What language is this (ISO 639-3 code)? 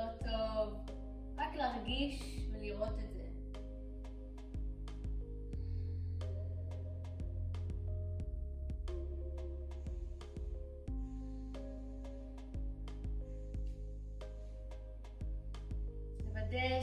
heb